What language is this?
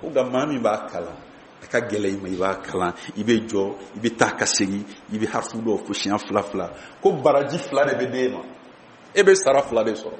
Bambara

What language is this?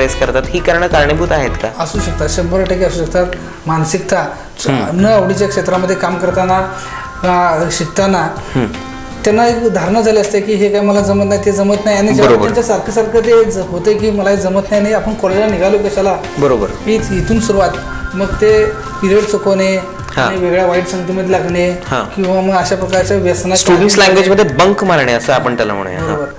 Marathi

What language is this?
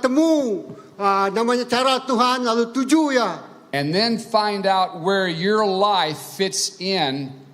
Iban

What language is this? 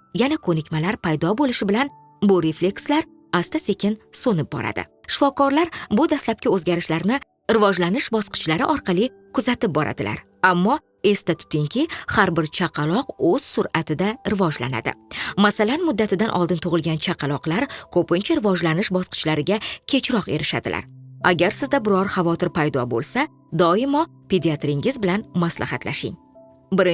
Uzbek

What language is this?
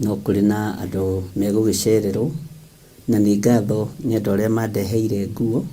Kikuyu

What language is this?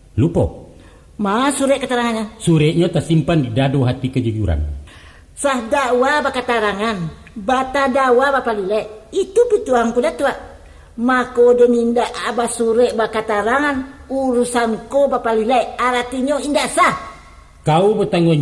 Minangkabau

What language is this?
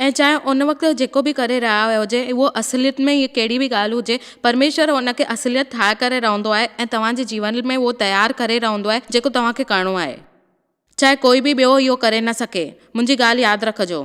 Sindhi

